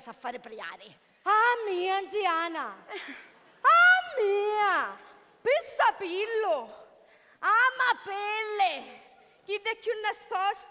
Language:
Sicilian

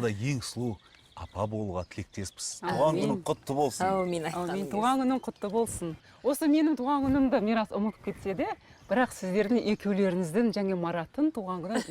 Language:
Kazakh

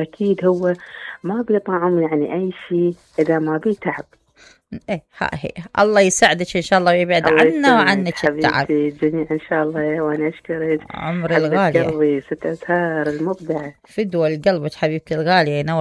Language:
Mesopotamian Arabic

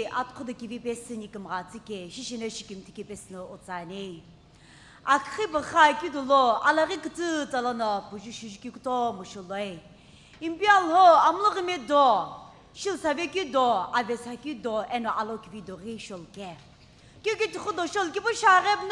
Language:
Sumi Naga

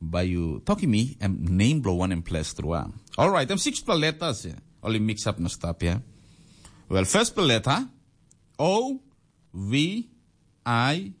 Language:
Tok Pisin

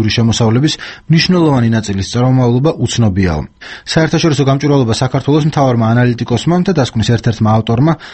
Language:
Georgian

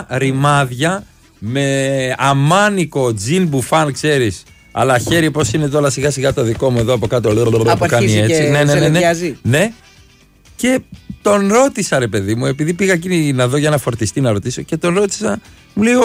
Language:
Greek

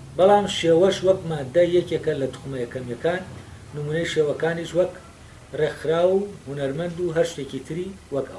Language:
Central Kurdish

